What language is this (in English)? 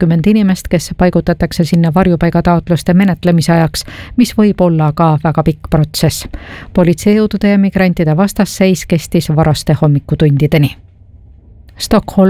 Estonian